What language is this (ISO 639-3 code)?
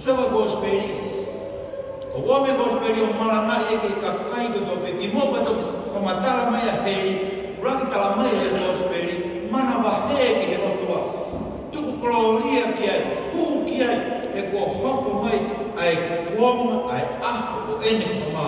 ton